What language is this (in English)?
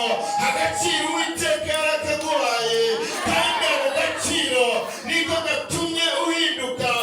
Kinyarwanda